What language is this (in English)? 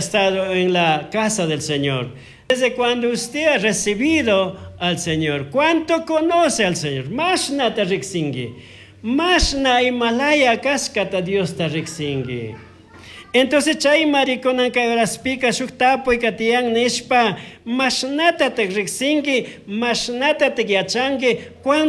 Chimborazo Highland Quichua